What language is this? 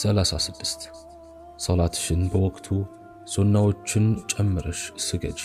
Amharic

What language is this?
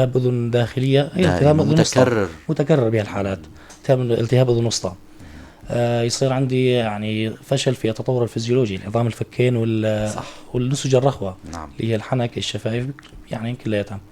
North Levantine Arabic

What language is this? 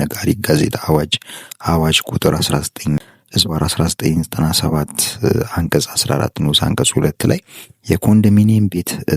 Amharic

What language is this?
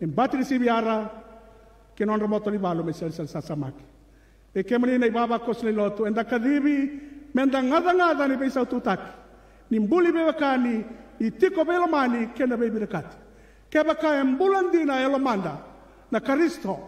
Fijian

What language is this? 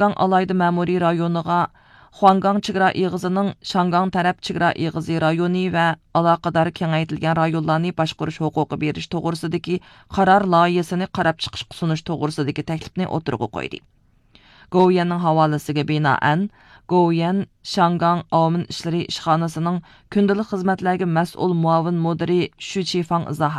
Uyghur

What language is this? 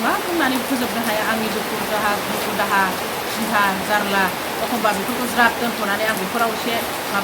Bodo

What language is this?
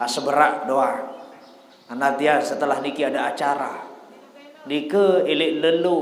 Sasak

